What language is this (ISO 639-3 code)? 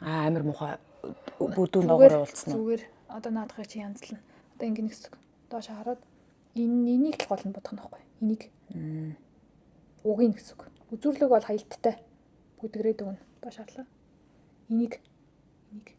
mon